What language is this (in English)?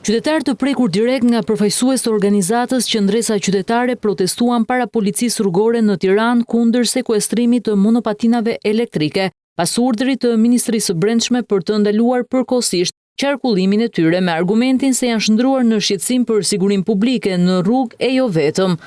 Albanian